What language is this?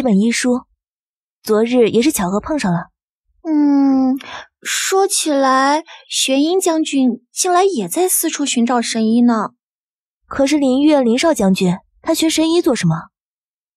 Chinese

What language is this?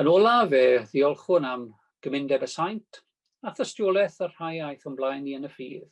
Welsh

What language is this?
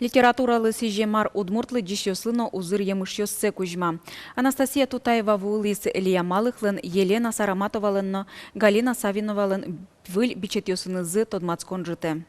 Udmurt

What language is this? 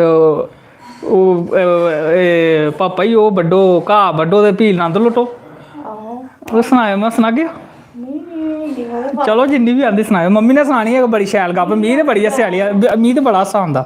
Dogri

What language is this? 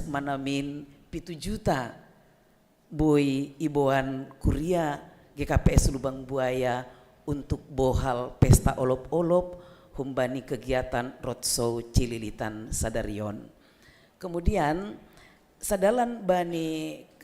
Batak Simalungun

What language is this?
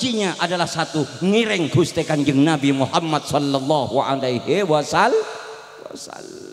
Madurese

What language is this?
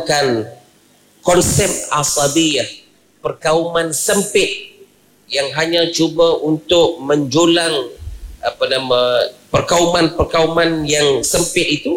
Malay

